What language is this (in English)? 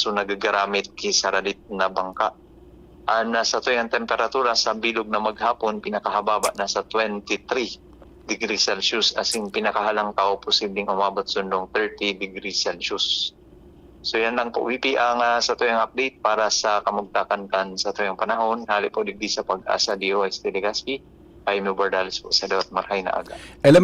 Bikol